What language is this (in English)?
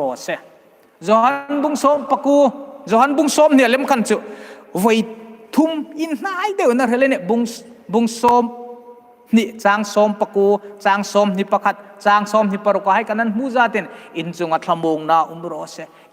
Hmar